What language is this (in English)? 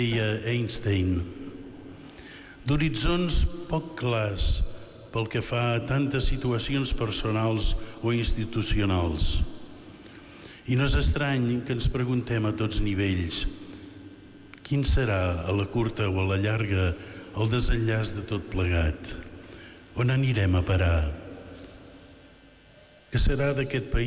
Catalan